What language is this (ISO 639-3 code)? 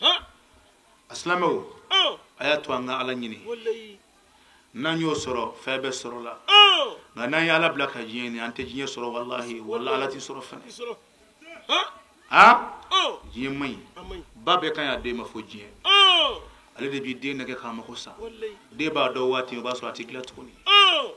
bam